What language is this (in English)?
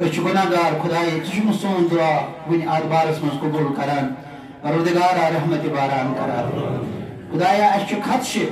Kashmiri